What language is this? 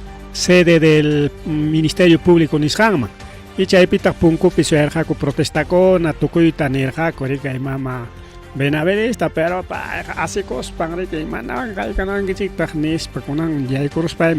Ayacucho Quechua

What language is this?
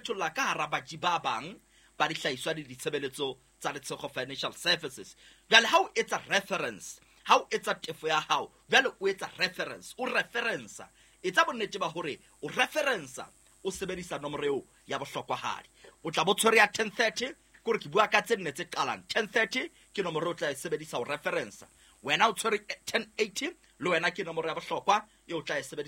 Southern Sotho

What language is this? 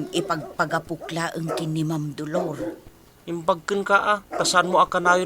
Iloko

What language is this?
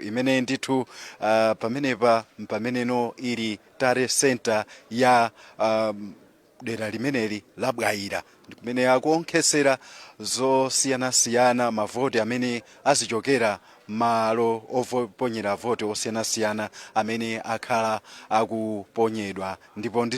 Nyanja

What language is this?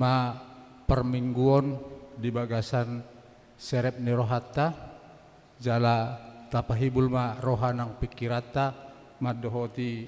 Batak Toba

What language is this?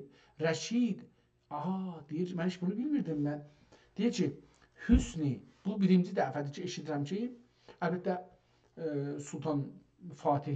South Azerbaijani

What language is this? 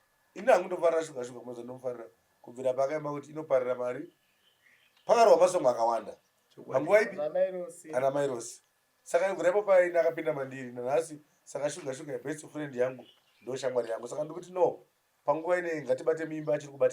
Shona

